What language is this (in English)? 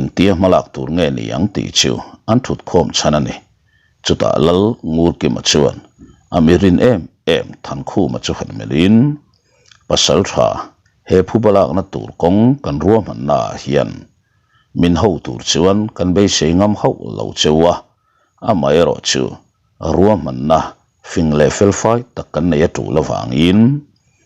Mizo